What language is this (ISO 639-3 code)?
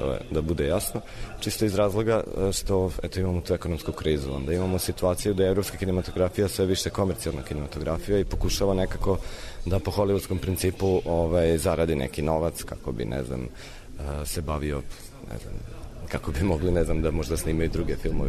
srp